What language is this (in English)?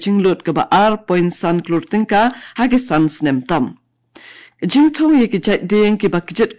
Khasi